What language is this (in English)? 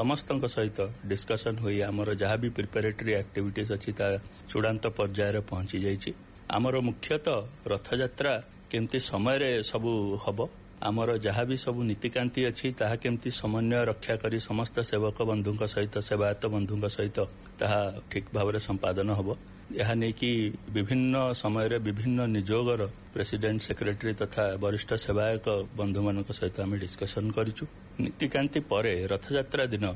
Odia